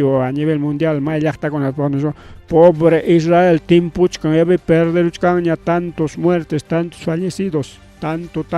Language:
Ayacucho Quechua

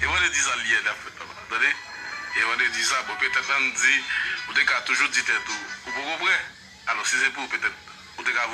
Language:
Haitian Creole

